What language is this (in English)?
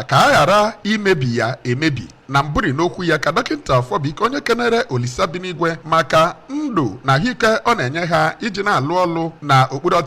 Igbo